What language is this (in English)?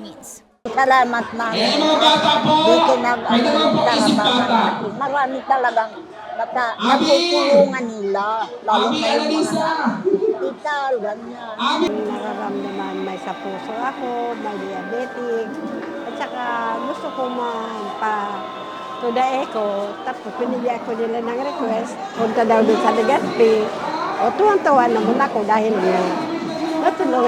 Bikol